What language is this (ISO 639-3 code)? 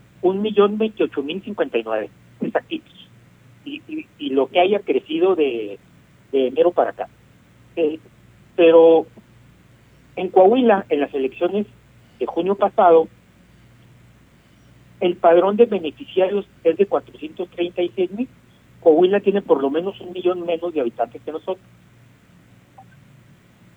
spa